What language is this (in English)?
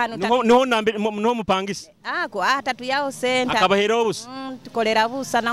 Nyoro